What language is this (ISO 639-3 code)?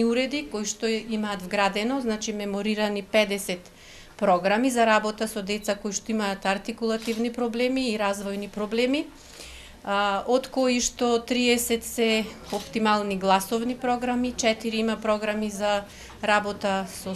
mkd